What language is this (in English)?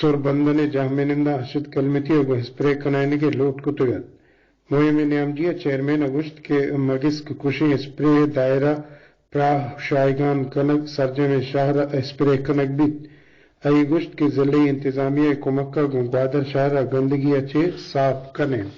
Eastern Balochi